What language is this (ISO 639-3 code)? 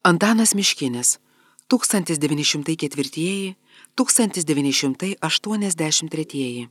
lit